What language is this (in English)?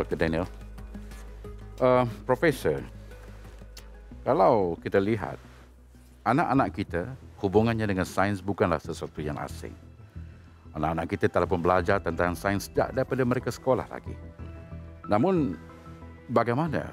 Malay